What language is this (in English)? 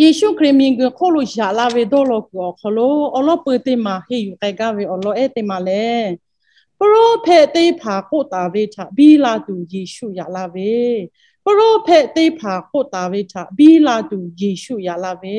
Lahu